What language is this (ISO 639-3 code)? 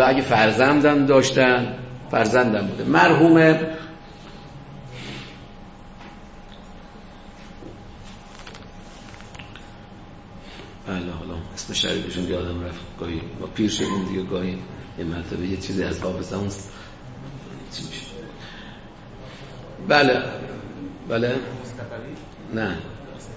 fas